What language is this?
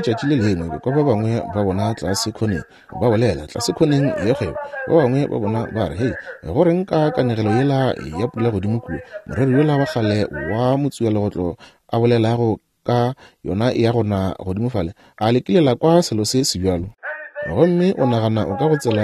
Northern Sotho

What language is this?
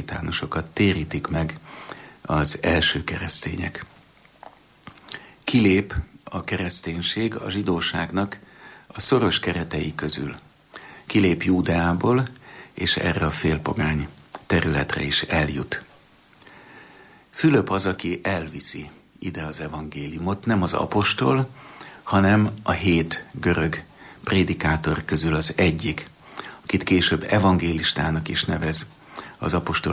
Hungarian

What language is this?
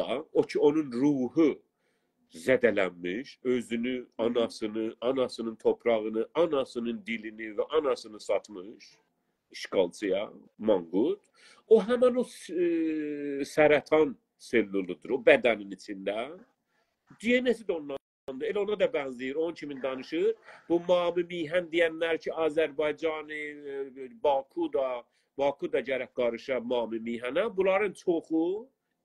South Azerbaijani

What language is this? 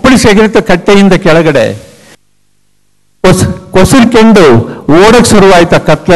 Kannada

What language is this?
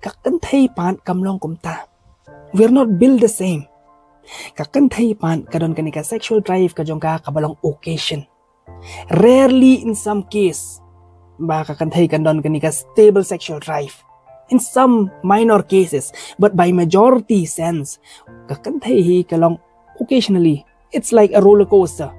Khasi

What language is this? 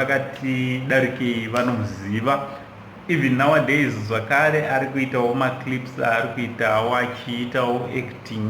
Shona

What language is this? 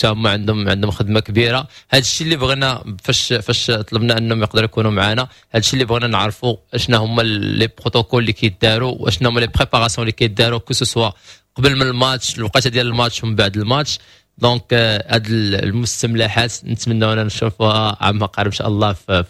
Moroccan Arabic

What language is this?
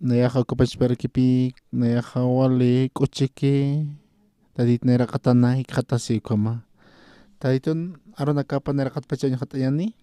Aymara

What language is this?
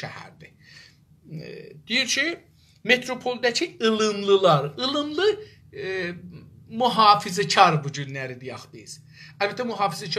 South Azerbaijani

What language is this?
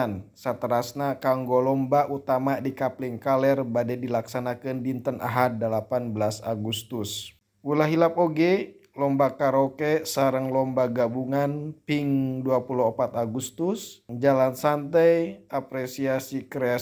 Sundanese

